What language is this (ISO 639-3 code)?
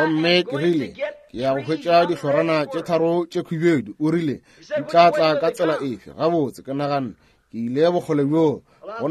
nso